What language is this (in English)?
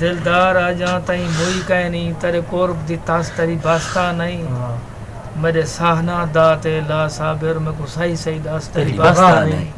Saraiki